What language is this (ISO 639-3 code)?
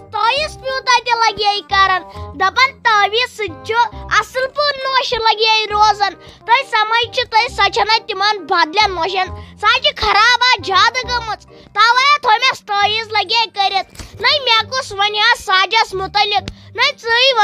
kas